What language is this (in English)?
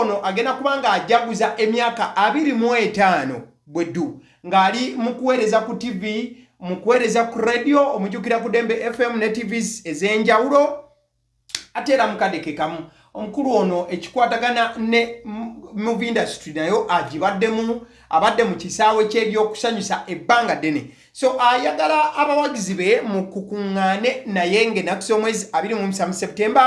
Ganda